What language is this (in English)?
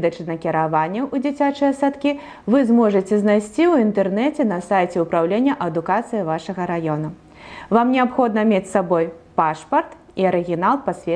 Belarusian